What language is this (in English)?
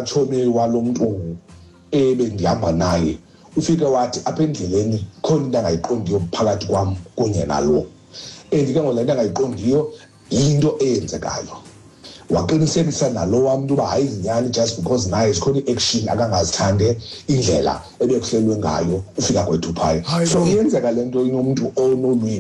Xhosa